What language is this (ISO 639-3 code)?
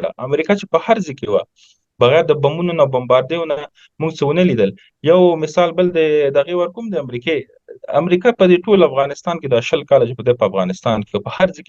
pus